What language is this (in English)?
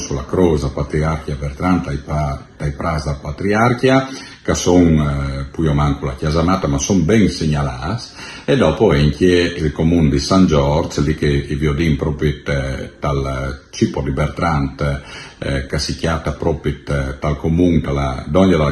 Friulian